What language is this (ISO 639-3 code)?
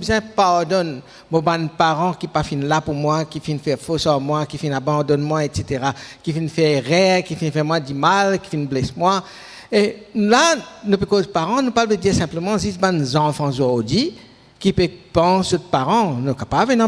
mfe